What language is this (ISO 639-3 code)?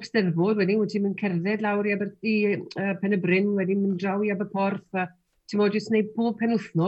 cym